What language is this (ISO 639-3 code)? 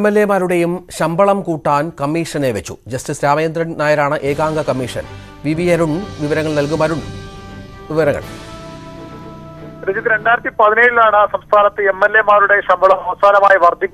mal